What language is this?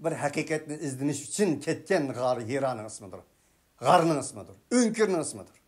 Uyghur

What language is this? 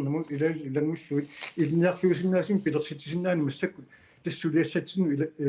Kalaallisut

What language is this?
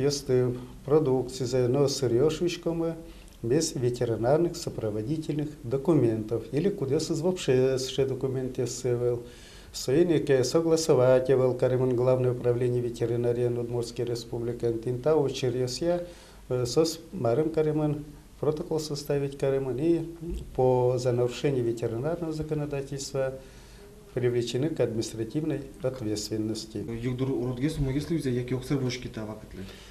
Udmurt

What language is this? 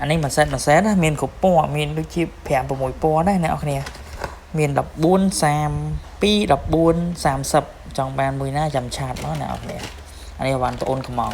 Khmer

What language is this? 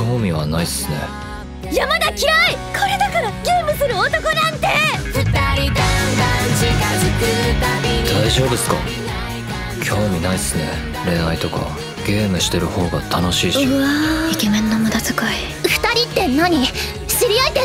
Japanese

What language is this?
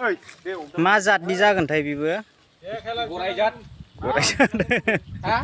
Bodo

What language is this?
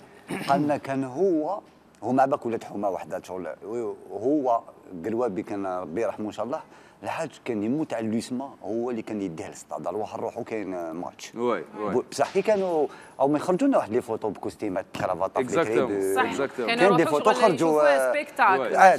Algerian Arabic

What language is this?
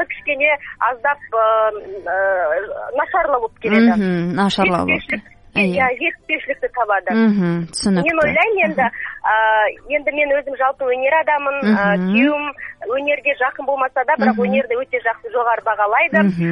Kazakh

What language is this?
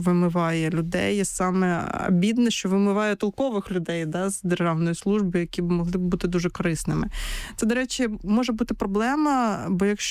Ukrainian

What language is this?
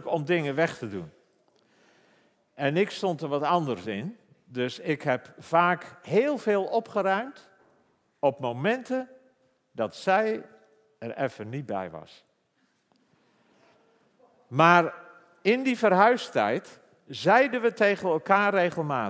Dutch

